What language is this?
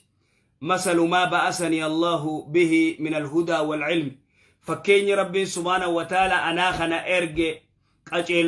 Oromo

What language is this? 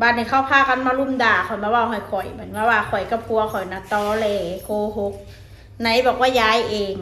Northeastern Thai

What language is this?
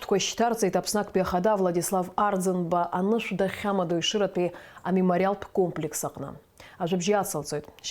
Abkhazian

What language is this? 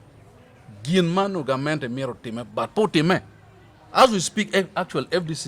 Acoli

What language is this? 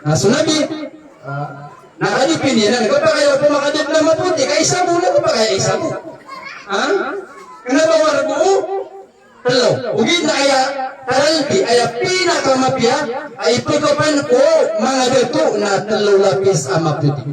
Maranao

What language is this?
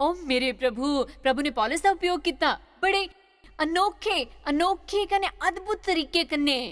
Dogri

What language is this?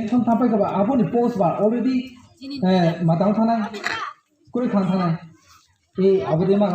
Riang (India)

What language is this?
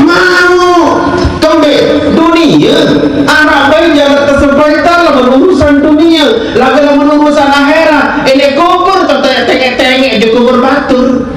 Sasak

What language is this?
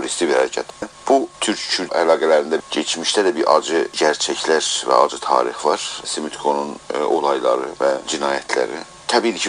South Azerbaijani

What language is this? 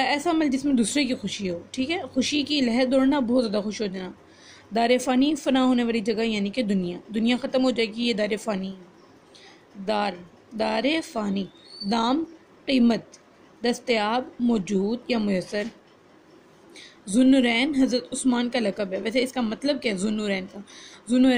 Urdu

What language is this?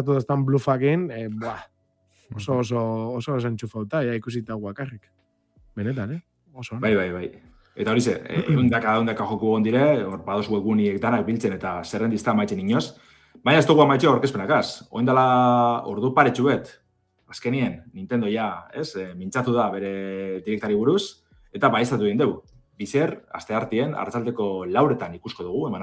Basque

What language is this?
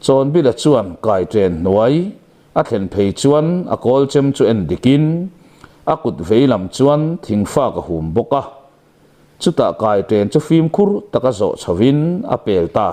Mizo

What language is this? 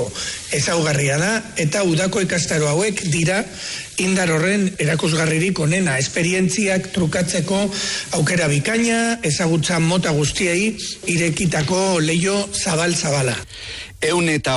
Basque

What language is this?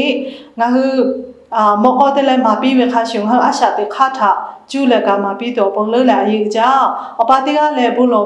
Lahu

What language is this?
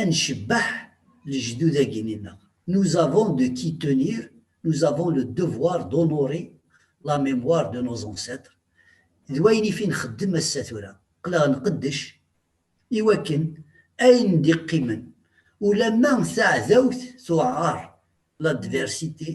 Kabyle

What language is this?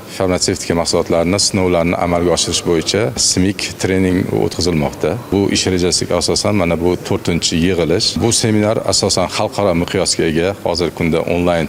Uzbek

